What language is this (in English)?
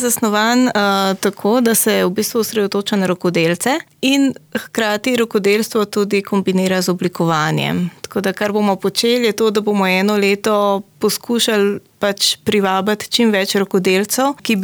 Slovenian